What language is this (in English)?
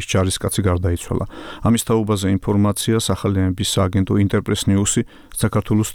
Georgian